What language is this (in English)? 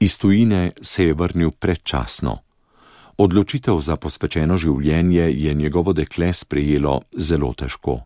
Slovenian